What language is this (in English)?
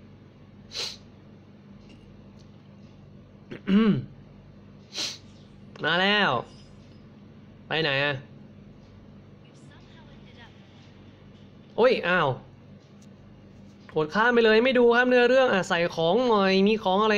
Thai